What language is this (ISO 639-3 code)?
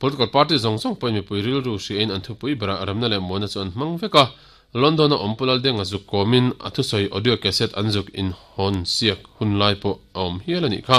lus